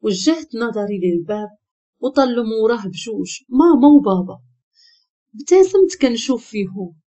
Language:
Moroccan Arabic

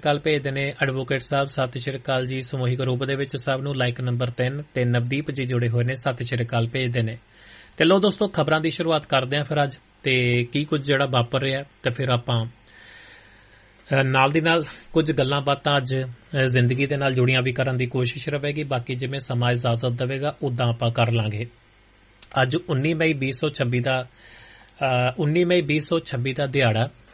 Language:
Punjabi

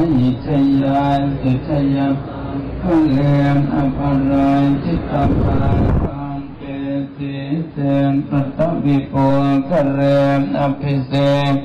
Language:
Thai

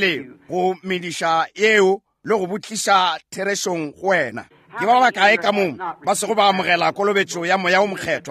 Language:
Northern Sotho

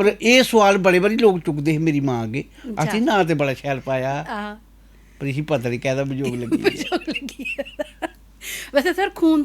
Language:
Dogri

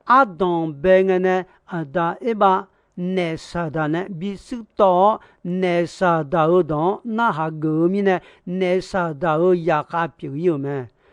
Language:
Akha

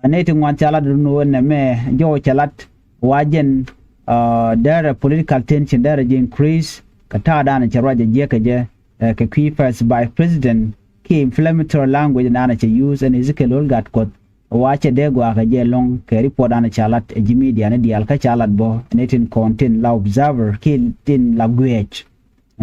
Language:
Nuer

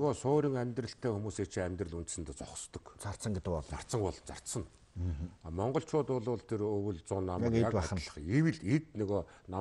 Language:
Mongolian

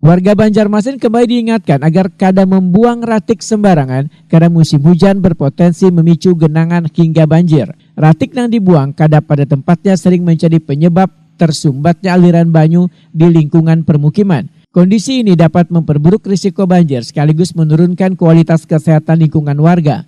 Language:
Banjar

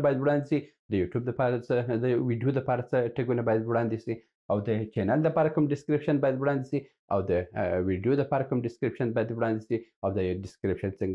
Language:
Pashto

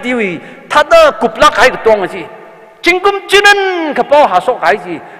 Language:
Tangkhul Naga (India)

